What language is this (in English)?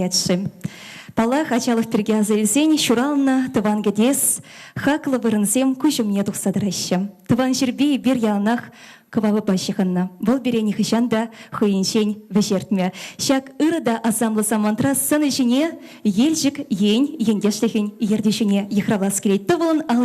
Chuvash